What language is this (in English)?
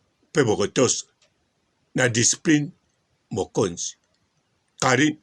Lingala